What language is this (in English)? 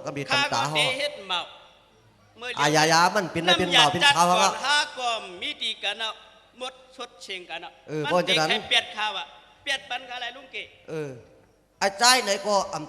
Shan